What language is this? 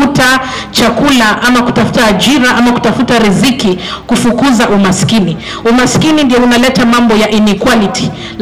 Swahili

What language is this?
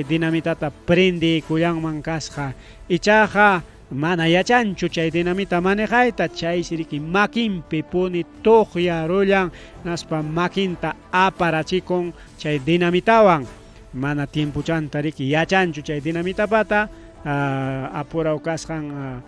Ayacucho Quechua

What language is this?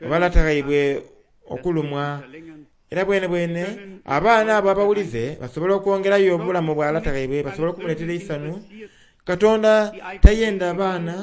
Soga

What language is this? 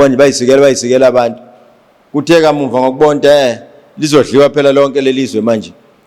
Zulu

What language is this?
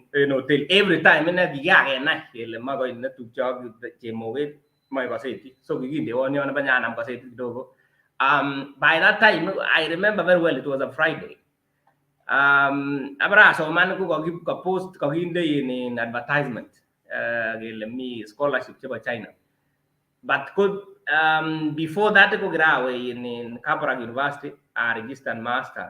Kalenjin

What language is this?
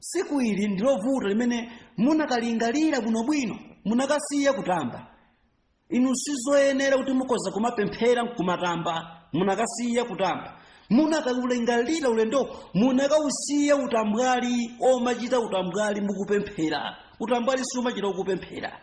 Nyanja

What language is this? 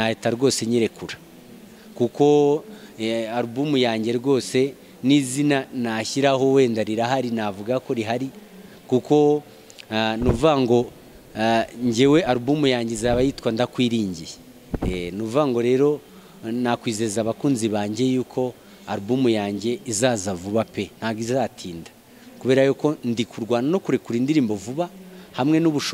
Kinyarwanda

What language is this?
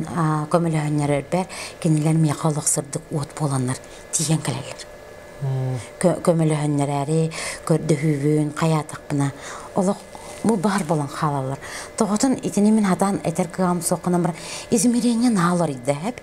Yakut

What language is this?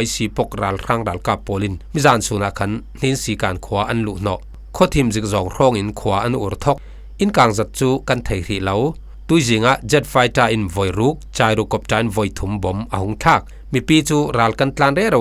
Falam Chin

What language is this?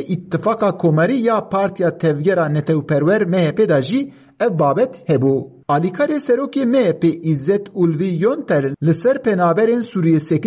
Kurdish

